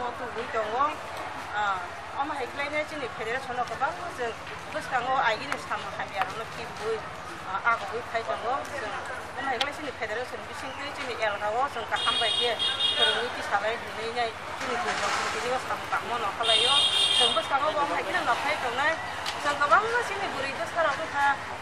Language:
Kok Borok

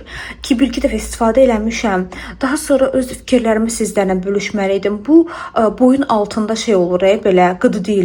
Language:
Azerbaijani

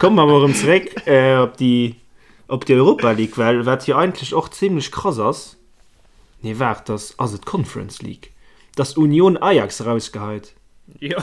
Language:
Luxembourgish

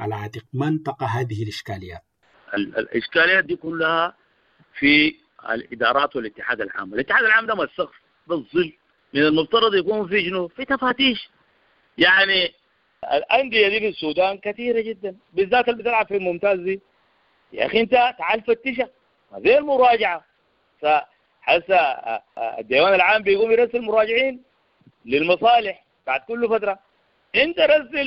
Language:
Sudanese Arabic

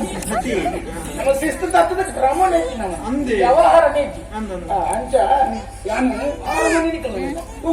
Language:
Tulu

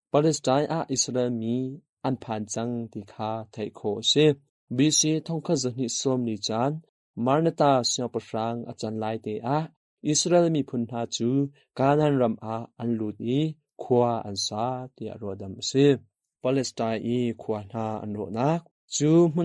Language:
Hakha Chin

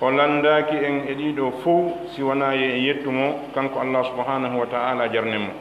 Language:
Pular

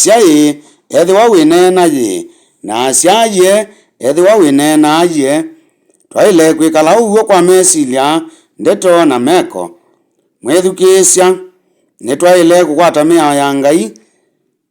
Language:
Kamba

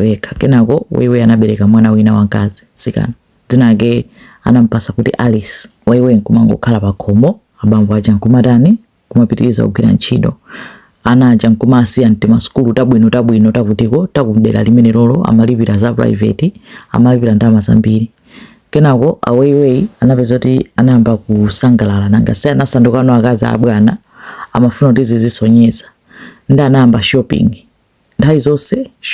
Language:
Nyanja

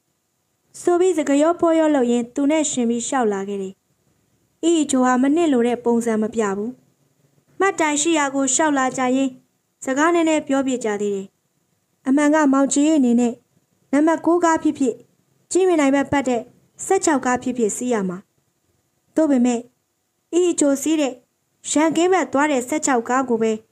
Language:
Burmese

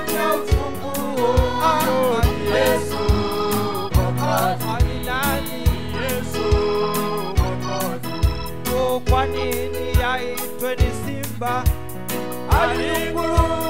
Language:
Swahili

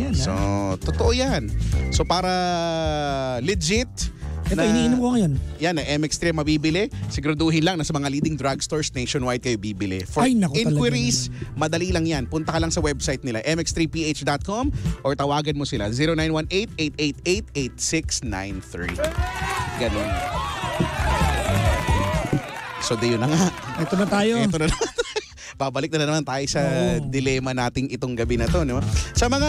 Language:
Filipino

